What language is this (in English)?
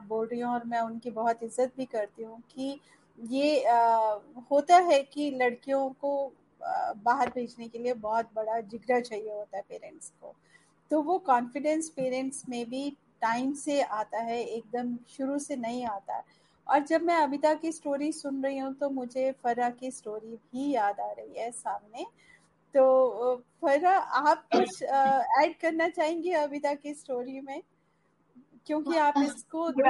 Hindi